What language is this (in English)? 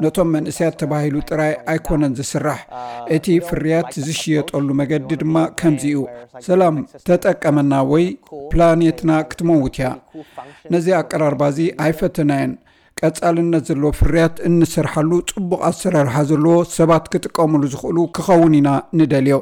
Tigrinya